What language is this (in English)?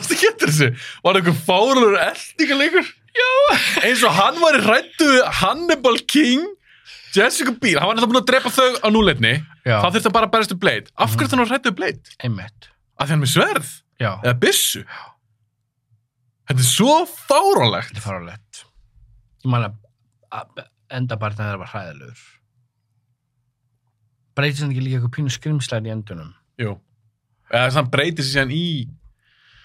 Icelandic